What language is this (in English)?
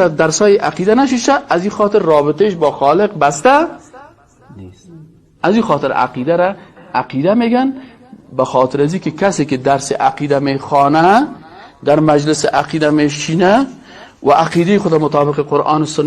Persian